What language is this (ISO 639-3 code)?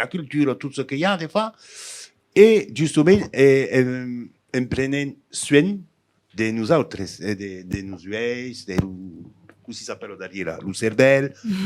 oci